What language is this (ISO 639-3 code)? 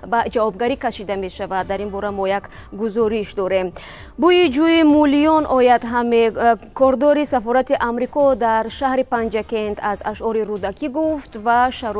tgk